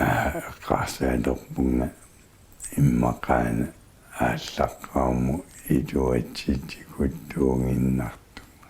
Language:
Kalaallisut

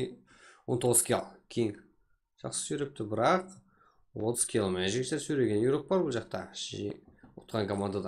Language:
Kara-Kalpak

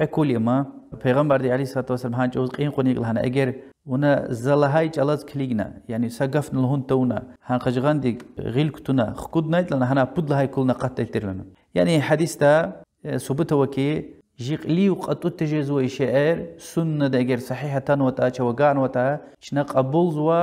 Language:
Lezghian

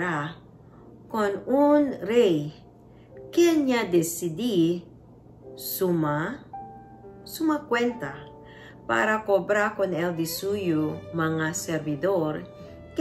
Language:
Chavacano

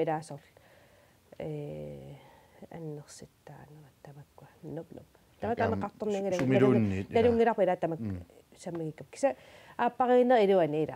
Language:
Kalaallisut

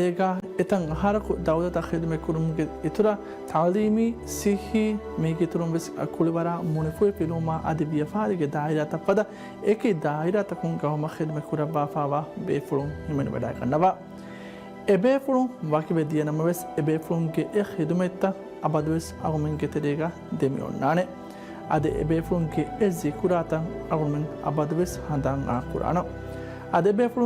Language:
Divehi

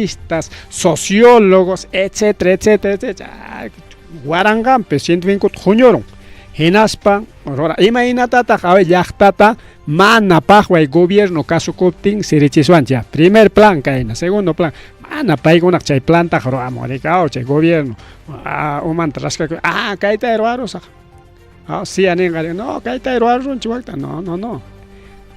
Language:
Ayacucho Quechua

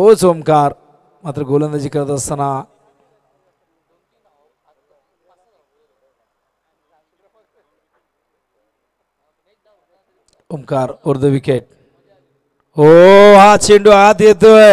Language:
Marathi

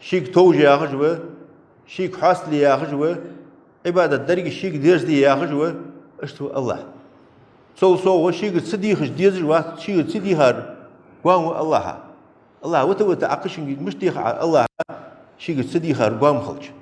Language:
Ingush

